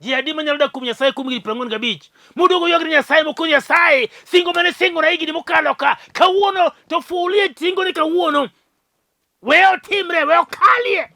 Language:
Luo (Kenya and Tanzania)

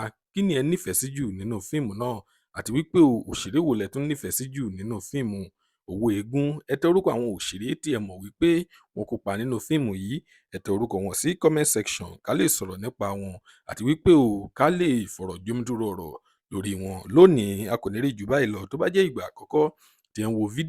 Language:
Yoruba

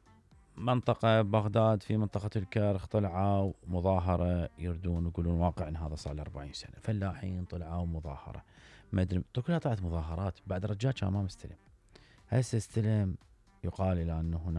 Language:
Mesopotamian Arabic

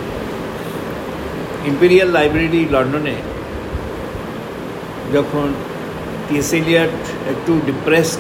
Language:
Bangla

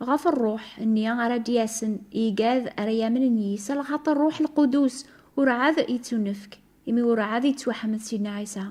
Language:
Kabyle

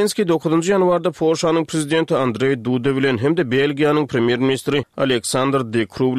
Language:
Turkmen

